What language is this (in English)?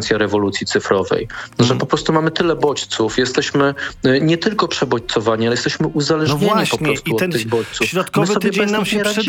Polish